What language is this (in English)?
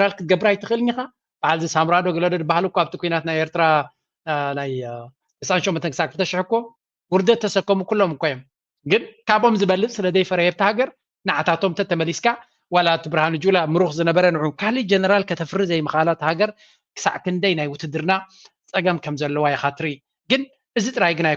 Tigrinya